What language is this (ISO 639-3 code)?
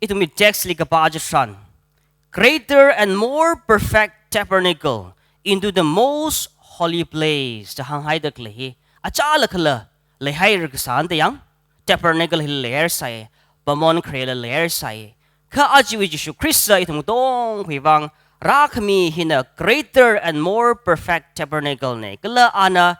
nmf